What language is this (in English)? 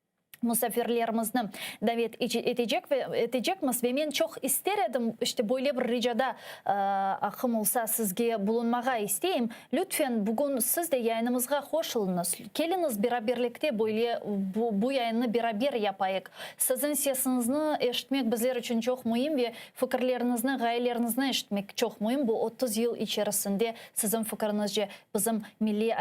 Crimean Tatar